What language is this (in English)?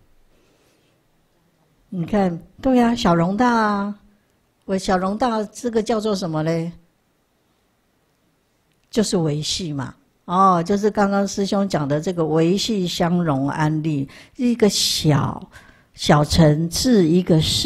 Chinese